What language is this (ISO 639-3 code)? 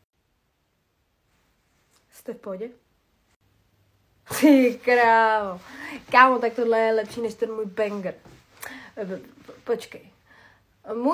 ces